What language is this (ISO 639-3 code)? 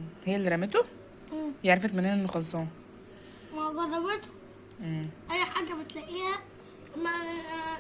arz